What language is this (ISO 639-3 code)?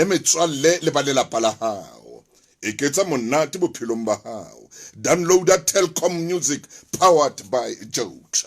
sot